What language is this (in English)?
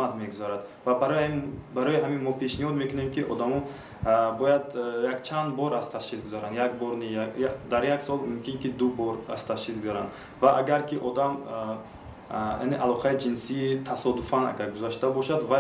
Tajik